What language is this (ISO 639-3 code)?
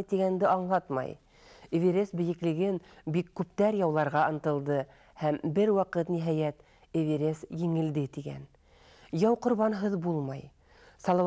bak